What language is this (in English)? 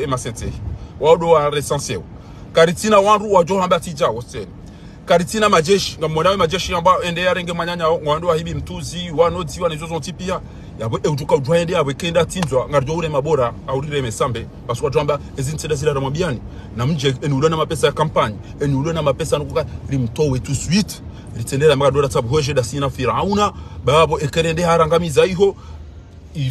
Ngazidja Comorian